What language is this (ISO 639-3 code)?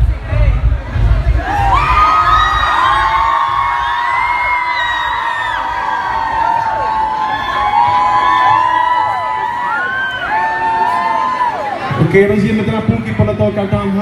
ces